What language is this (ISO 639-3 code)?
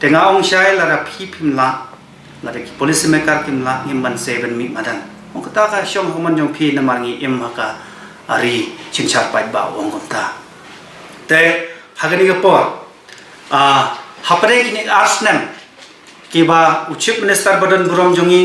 kha